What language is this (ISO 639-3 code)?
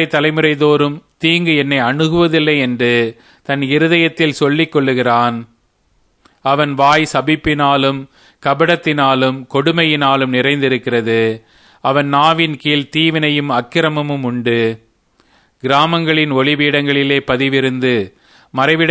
tam